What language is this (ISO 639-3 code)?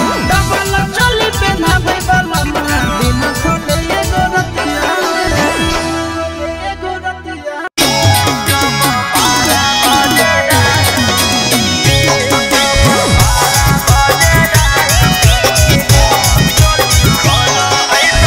mag